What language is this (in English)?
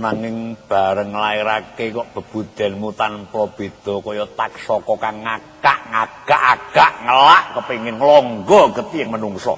Javanese